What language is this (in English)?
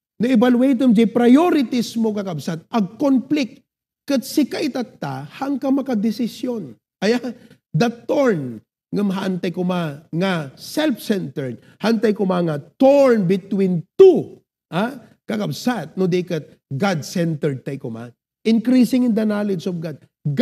Iloko